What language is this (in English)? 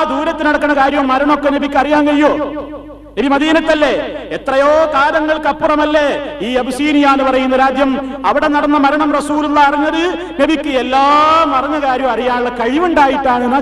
Malayalam